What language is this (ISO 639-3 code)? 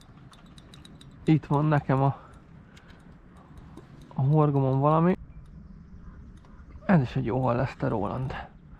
hun